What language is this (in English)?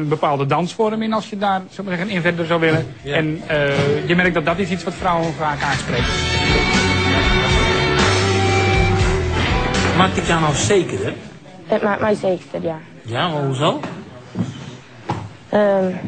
Dutch